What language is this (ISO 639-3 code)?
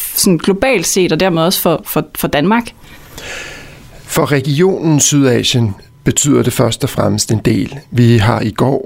dan